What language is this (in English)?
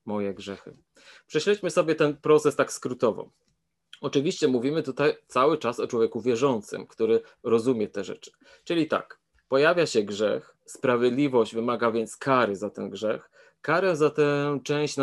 Polish